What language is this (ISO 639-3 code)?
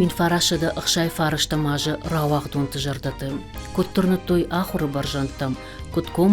oss